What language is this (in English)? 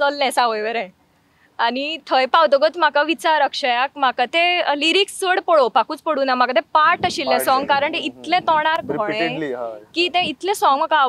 Konkani